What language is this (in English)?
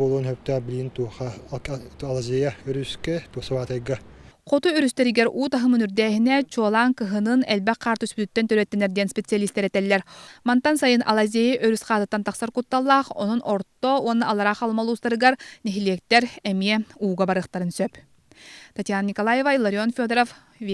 Yakut